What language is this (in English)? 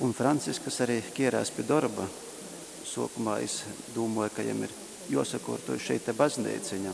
Latgalian